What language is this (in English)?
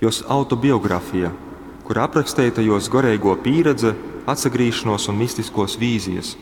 Latgalian